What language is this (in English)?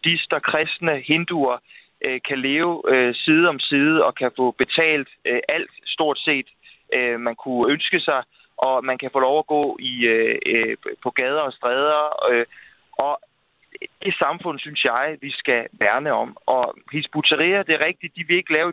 Danish